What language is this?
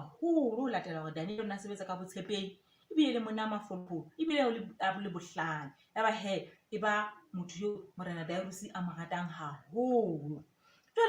Southern Sotho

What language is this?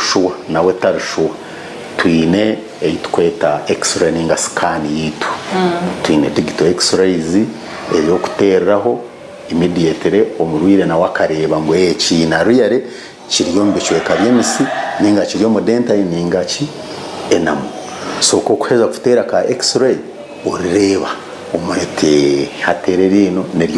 Nyankole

